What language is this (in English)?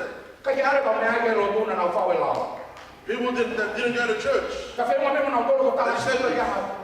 Tongan